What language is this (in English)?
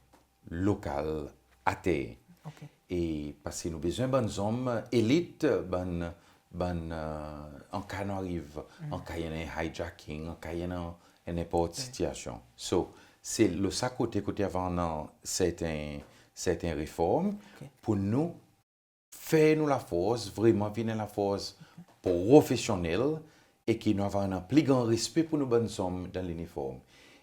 Seselwa Creole French